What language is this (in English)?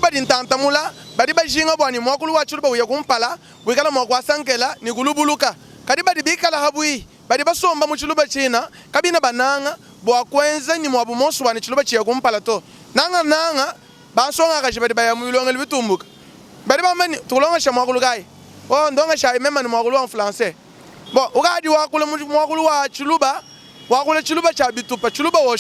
Luba-Lulua